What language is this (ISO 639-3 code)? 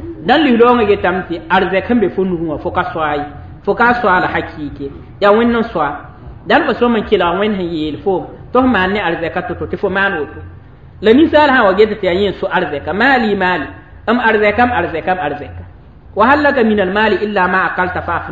mos